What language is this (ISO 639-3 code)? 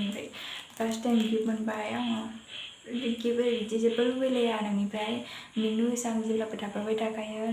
brx